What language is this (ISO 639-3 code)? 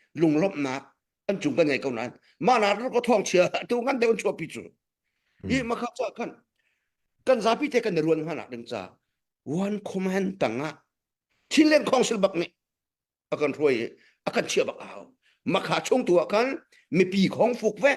cnh